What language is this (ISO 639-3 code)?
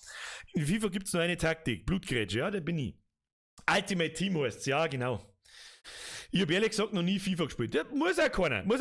bar